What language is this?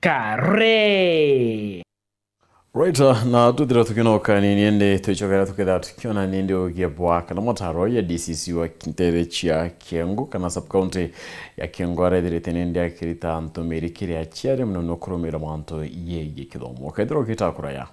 Meru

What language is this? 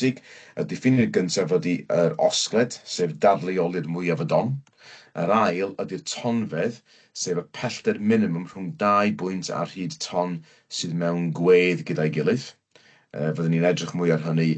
Welsh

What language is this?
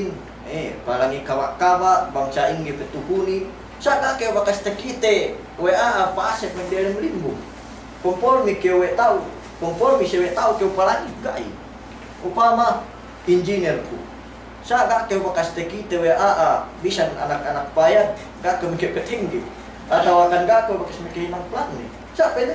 Yakan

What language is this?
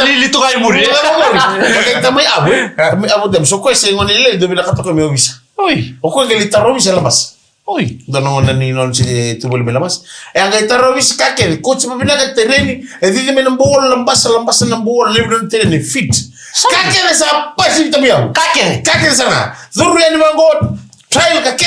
Fijian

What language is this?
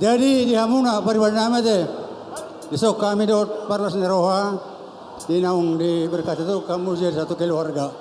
Batak Toba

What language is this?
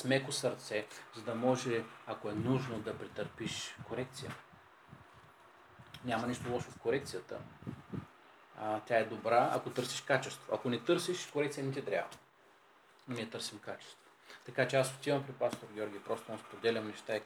Bulgarian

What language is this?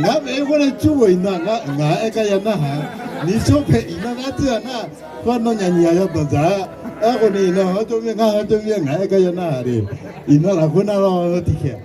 Akha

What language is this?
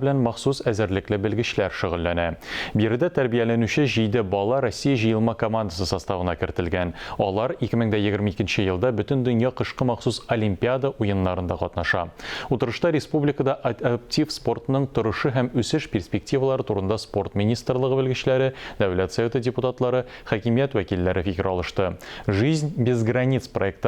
Tatar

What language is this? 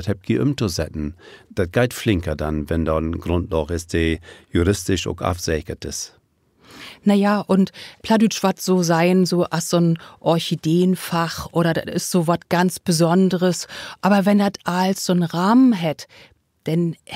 Low German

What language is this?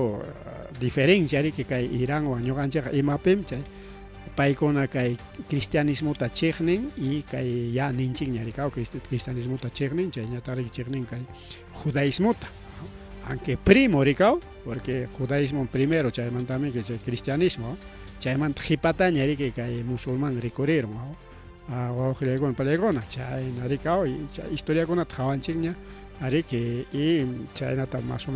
Ayacucho Quechua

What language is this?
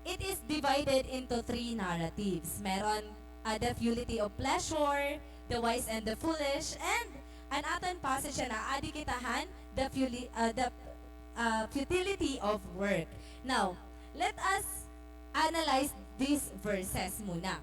Waray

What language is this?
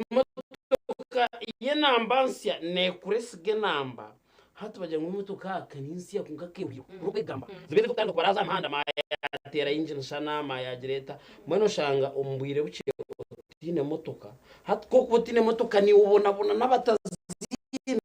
Nyankole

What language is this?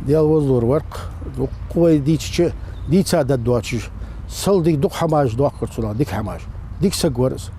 Ingush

